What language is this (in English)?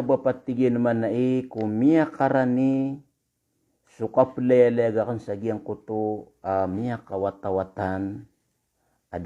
Maranao